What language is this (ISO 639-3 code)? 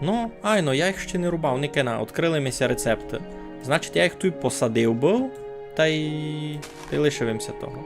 rue